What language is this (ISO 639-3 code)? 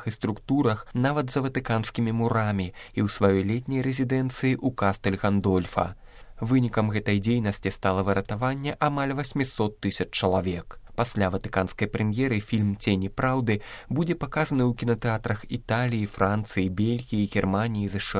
bel